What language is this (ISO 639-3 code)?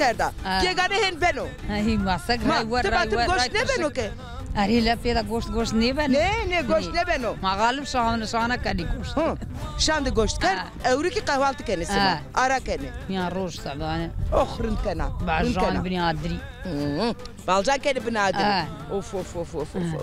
zza